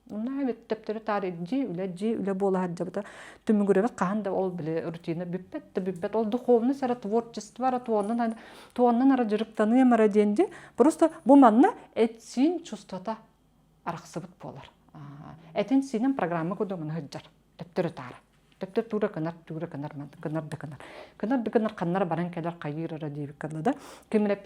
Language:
Yakut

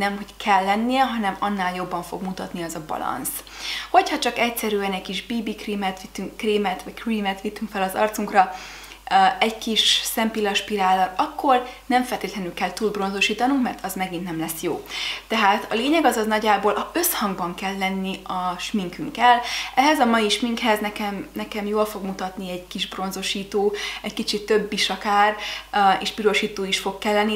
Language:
Hungarian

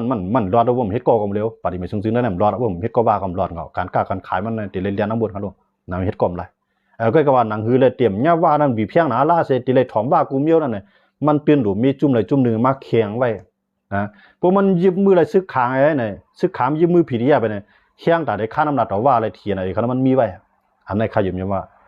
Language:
Shan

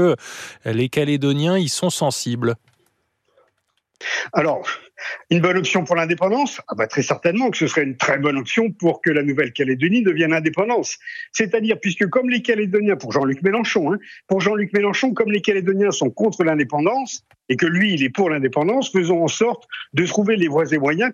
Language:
French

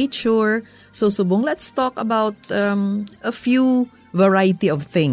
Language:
Hiligaynon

